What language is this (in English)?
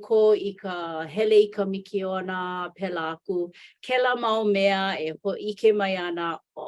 Hawaiian